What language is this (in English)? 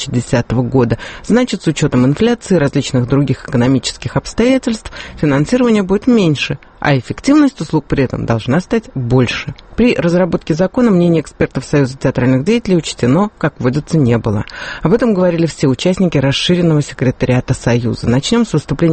Russian